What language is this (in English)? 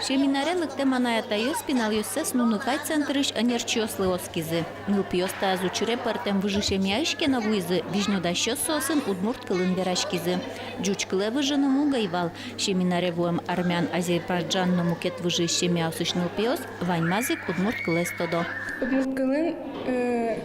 Udmurt